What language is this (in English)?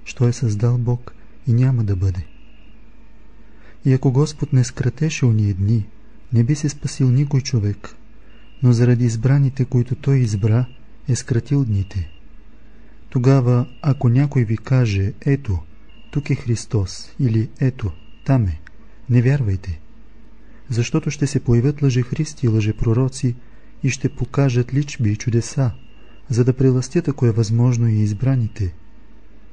Bulgarian